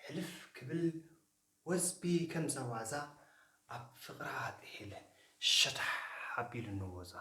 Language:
Tigrinya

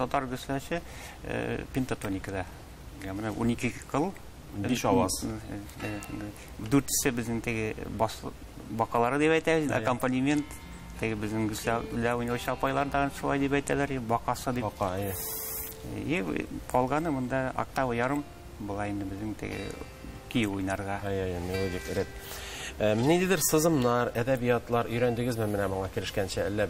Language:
Tatar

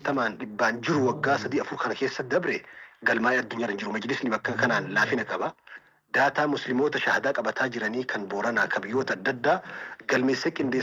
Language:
Oromo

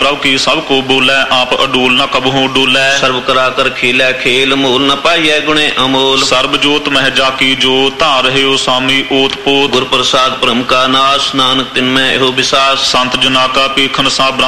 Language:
Punjabi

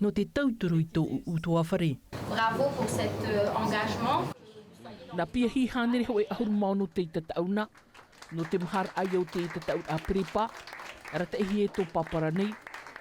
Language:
Tahitian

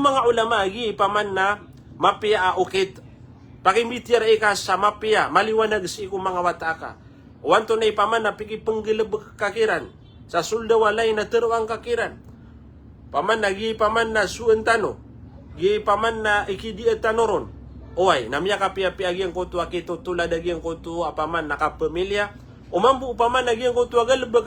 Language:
Maranao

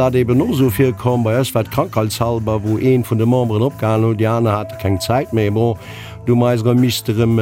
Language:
Luxembourgish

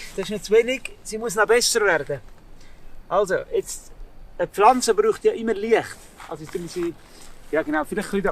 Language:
Swiss German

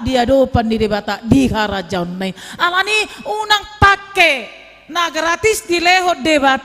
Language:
Batak Toba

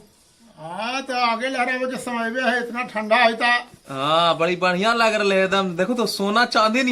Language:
Magahi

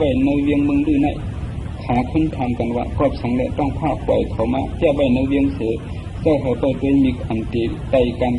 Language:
Shan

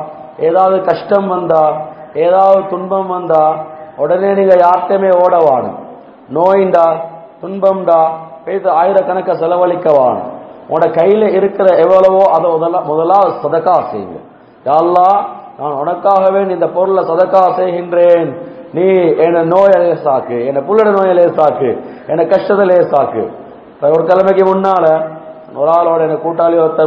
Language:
Tamil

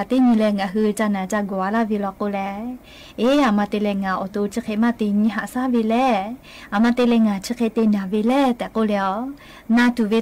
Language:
Lahu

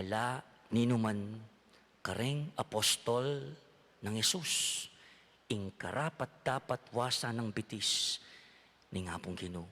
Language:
Pampanga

